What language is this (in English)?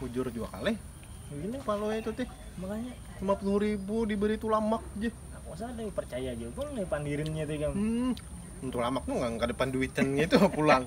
Banjar